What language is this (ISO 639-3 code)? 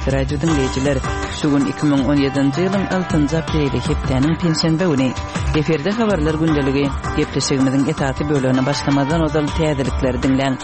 kir